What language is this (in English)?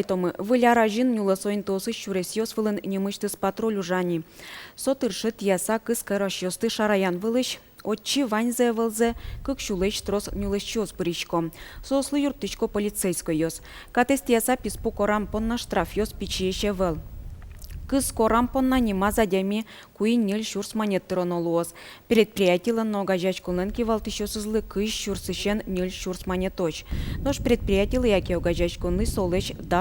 Udmurt